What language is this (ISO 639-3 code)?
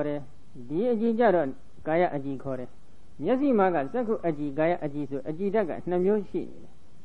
mya